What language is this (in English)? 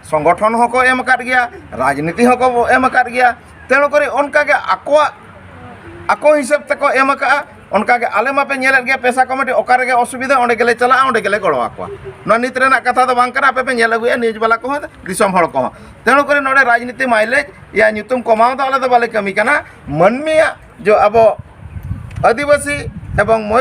Santali